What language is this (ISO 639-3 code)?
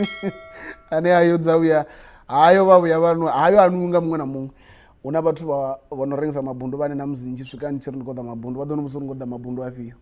ven